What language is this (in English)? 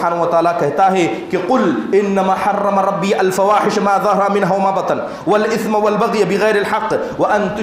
Urdu